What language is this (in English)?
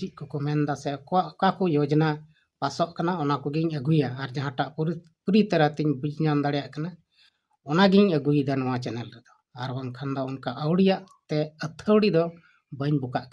Santali